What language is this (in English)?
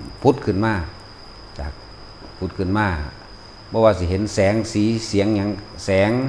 Lao